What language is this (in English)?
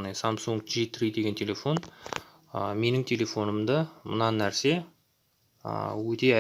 Kazakh